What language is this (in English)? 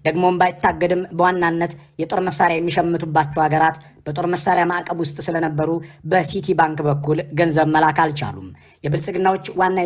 Amharic